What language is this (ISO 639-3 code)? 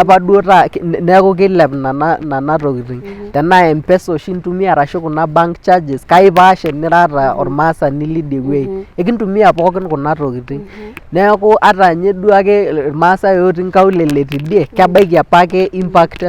mas